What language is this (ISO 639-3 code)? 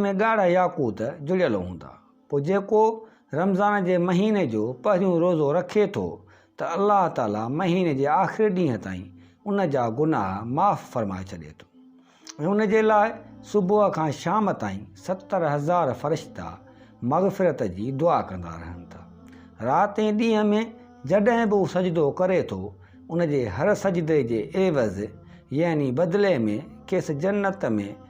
snd